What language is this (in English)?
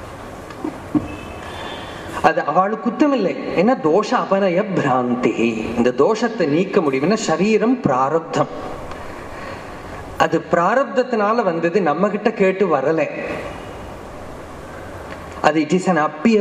Tamil